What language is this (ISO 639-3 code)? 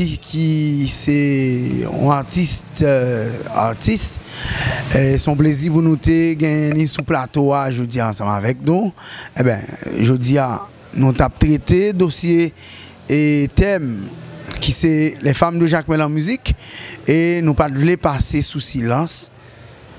hat